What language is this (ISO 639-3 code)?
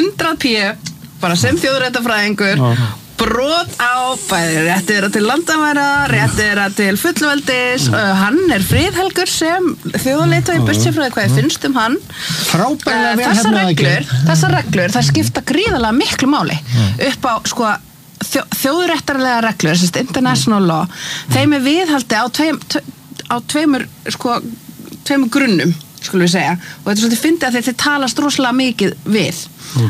isl